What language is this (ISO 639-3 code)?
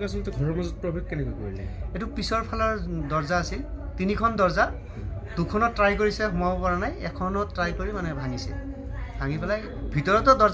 asm